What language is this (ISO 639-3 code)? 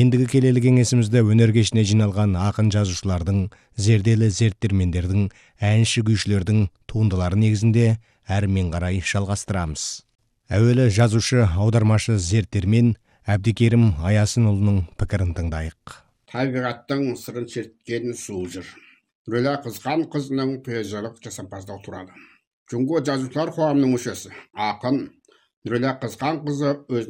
kaz